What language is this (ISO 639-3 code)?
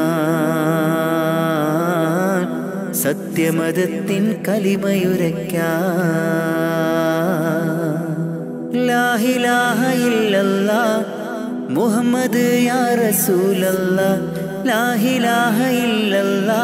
mal